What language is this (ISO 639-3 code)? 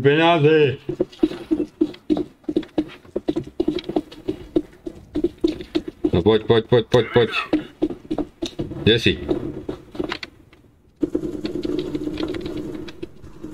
slk